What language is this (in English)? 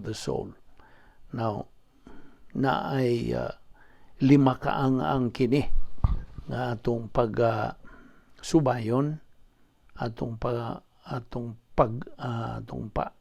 Cebuano